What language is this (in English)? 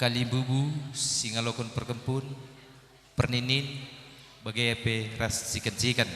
Batak Karo